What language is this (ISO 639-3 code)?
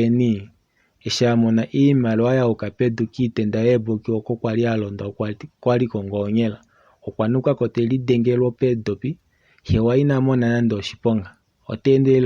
kua